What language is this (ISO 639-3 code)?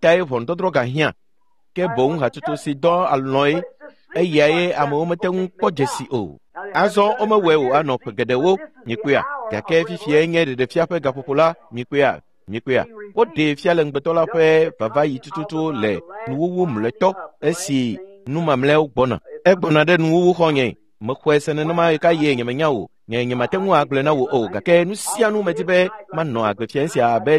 ewe